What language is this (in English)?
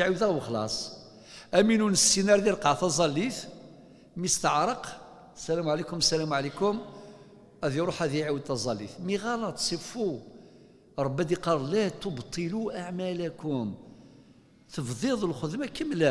Kabyle